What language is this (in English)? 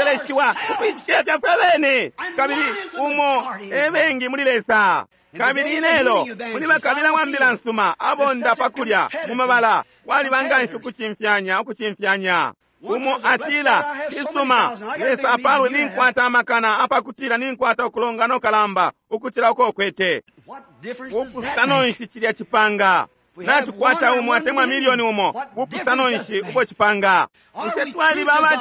Bemba